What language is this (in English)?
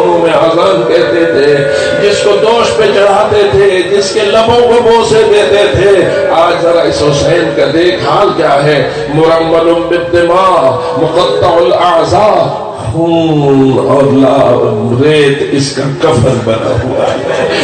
Urdu